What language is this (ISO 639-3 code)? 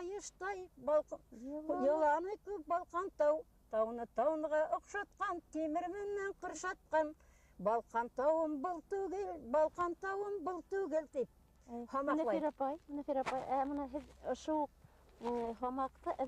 bak